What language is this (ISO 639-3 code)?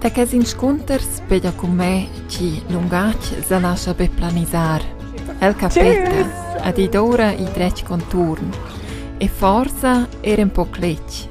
roh